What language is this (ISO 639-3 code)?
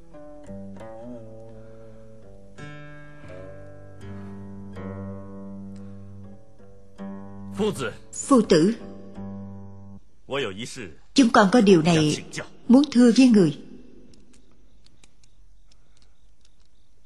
vie